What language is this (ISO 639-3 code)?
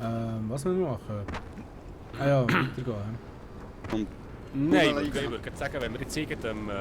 gsw